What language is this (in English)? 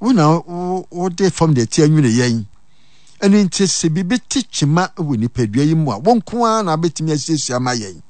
Akan